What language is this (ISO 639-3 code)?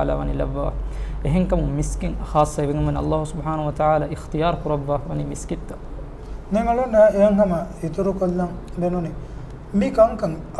div